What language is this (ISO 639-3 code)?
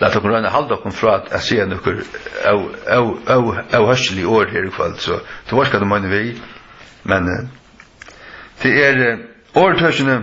fao